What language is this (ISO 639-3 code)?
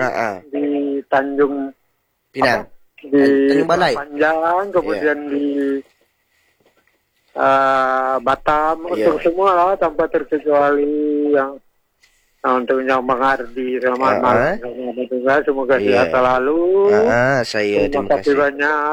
msa